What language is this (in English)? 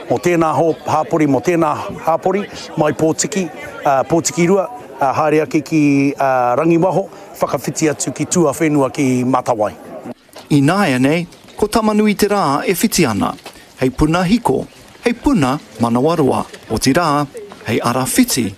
Māori